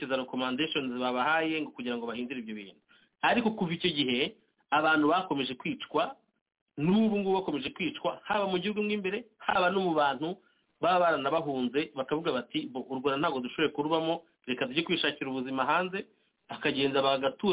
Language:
Kinyarwanda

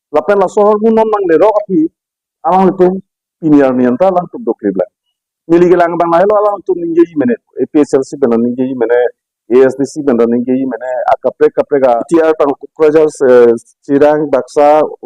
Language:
Karbi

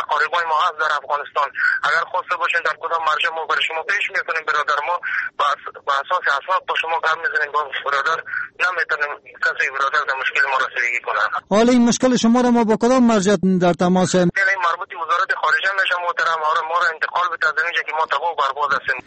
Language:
Persian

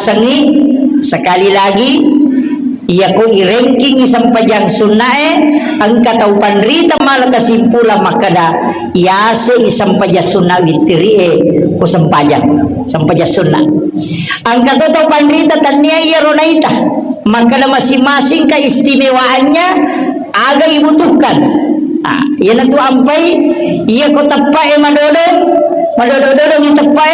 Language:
Buginese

